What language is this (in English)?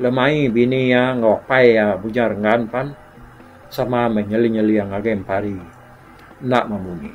Iban